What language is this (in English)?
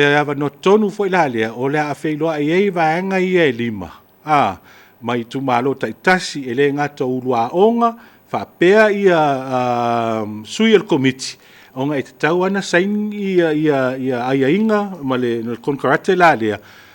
Samoan